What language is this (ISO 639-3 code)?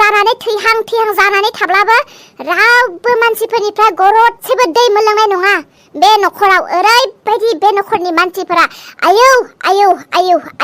brx